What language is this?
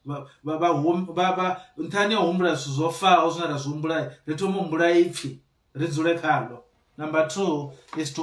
Venda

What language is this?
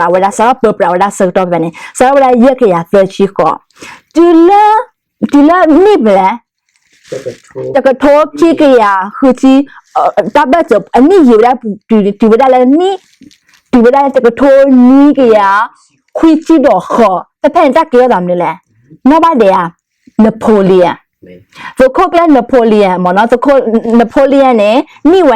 S'gaw Karen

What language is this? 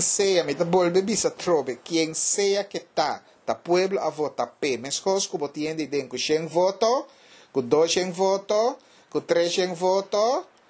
Papiamento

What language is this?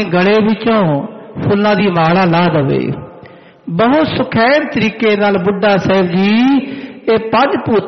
Punjabi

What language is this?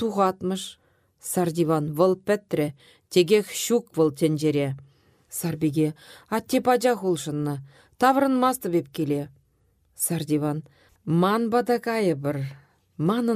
Chuvash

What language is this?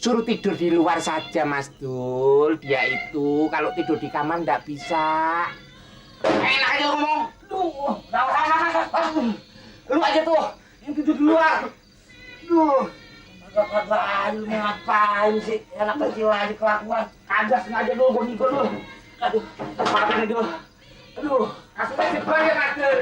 Betawi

